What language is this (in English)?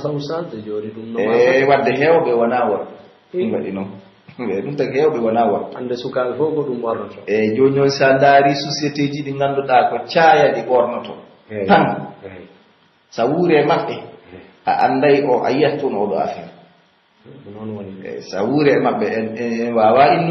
Pular